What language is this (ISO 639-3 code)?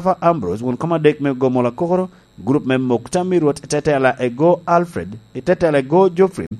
laj